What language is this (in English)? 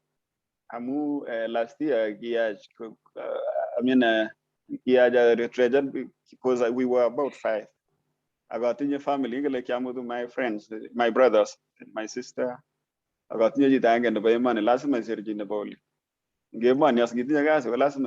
Kalenjin